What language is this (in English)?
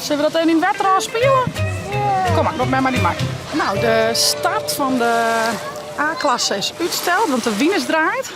Western Frisian